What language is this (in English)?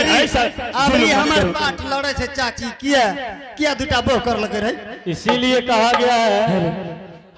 Angika